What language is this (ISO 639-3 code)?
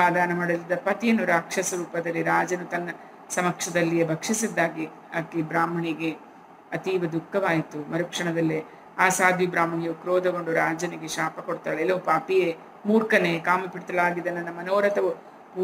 kan